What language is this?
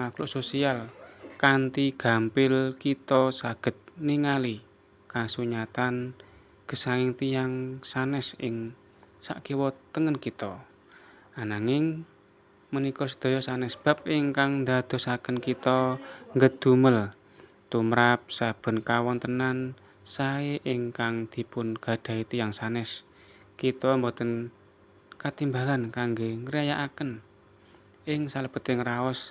Javanese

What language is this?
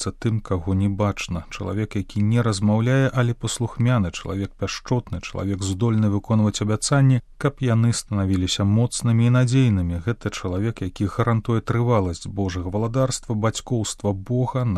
Belarusian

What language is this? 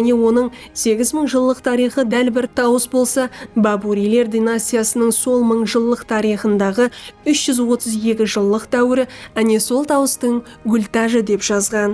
Kara-Kalpak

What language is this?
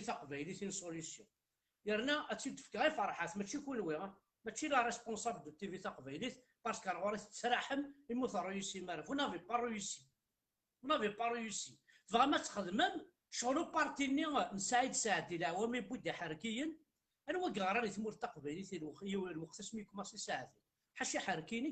Kabyle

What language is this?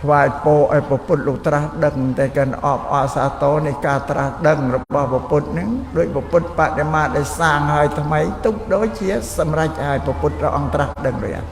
Khmer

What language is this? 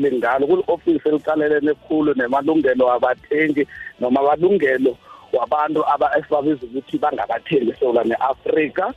South Ndebele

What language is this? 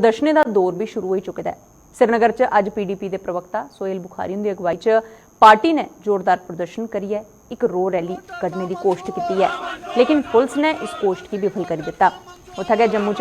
Dogri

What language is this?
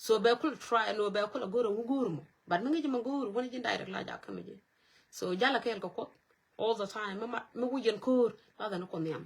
Nuer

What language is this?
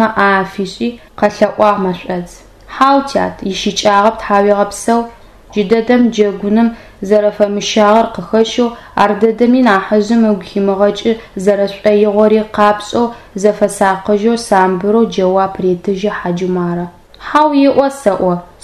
Adyghe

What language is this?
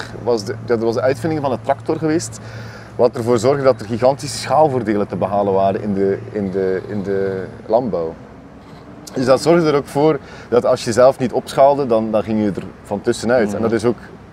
Dutch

